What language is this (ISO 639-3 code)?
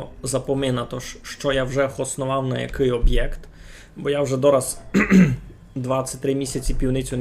rue